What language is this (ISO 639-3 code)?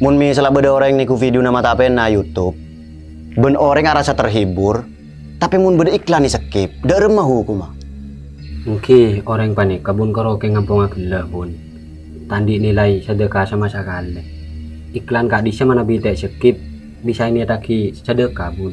mad